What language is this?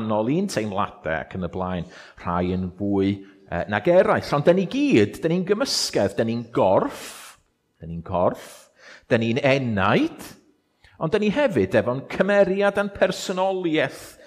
Welsh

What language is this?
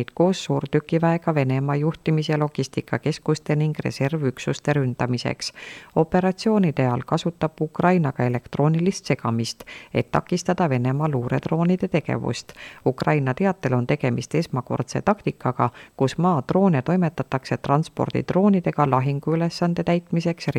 Estonian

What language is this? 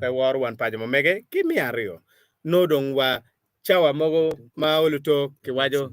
Acoli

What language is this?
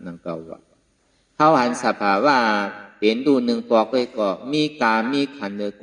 Shan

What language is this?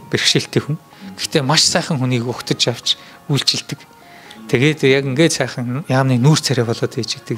Mongolian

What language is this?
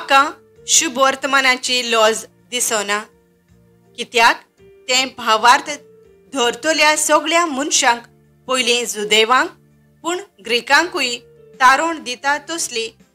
Konkani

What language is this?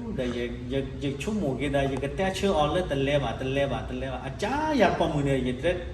S'gaw Karen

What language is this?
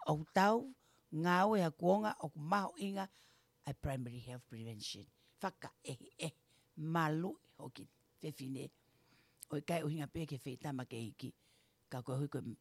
Tongan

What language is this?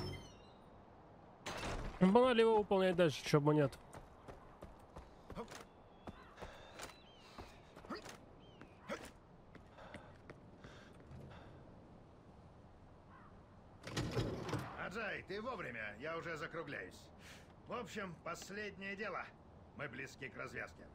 Russian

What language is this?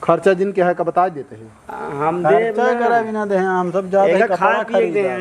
Awadhi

